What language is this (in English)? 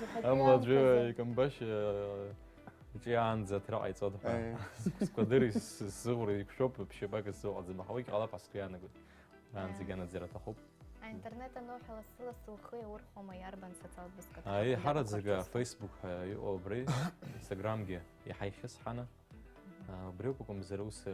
Abkhazian